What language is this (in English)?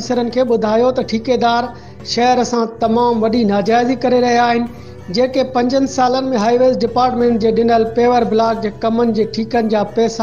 Sindhi